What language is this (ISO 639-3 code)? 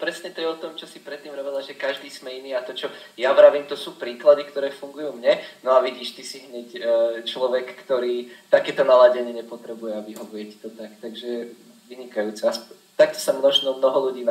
slk